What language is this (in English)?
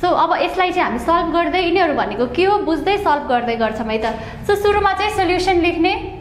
Nepali